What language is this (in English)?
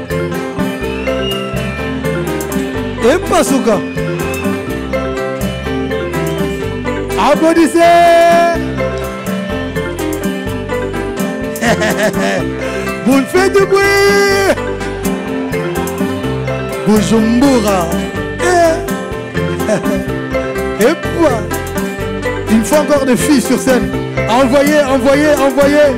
French